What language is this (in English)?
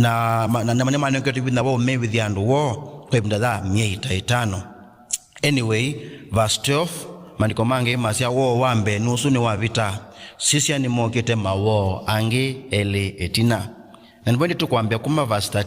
Kamba